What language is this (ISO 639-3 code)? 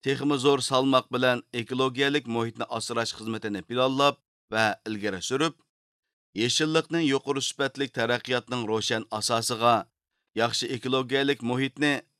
uig